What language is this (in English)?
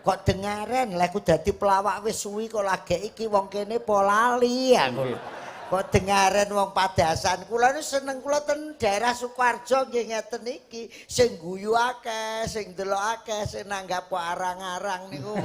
Javanese